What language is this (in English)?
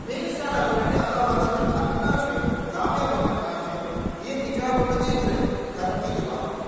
Divehi